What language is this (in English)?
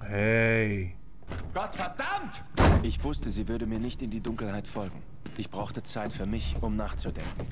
Swiss German